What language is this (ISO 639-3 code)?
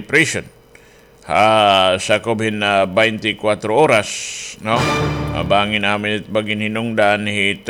war